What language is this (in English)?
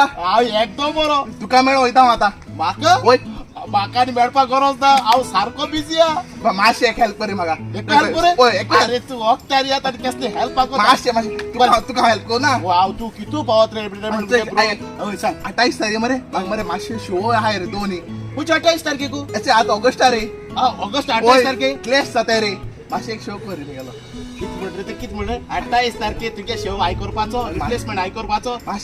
Konkani